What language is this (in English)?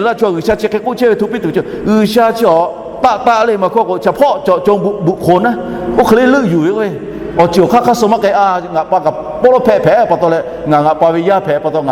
Lahu